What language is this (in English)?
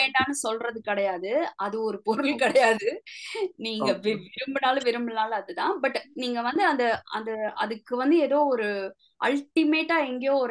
Tamil